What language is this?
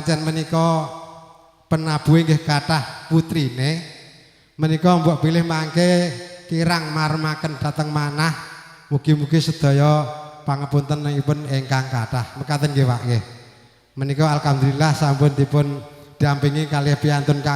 Javanese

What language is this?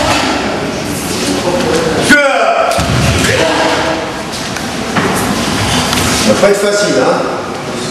French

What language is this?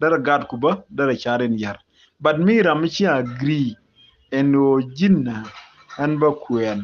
Nuer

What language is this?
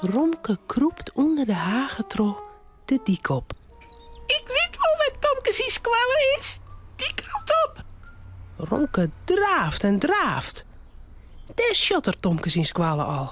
Western Frisian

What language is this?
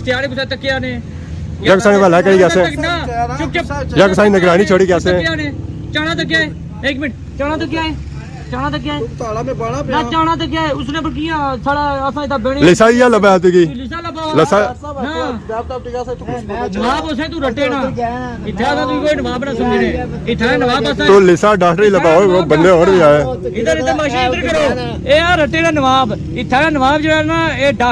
Pahari-Potwari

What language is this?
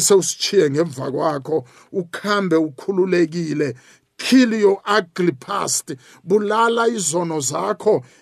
South Ndebele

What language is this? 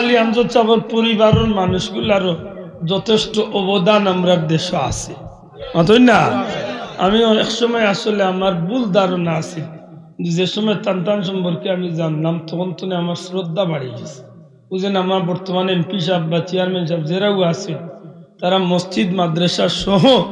Sylheti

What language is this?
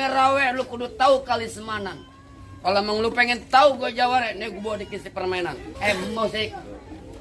Betawi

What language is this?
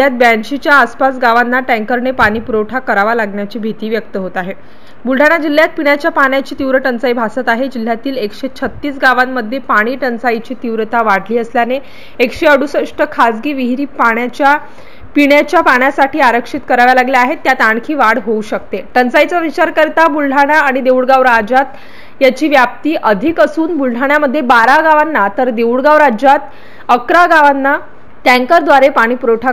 Marathi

